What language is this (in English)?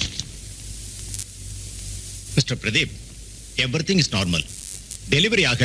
Tamil